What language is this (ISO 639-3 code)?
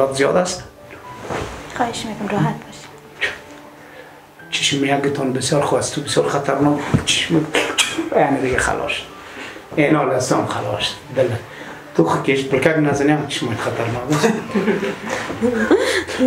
fas